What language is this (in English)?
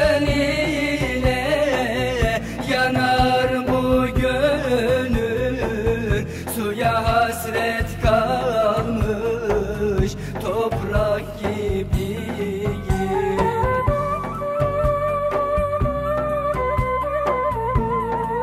Turkish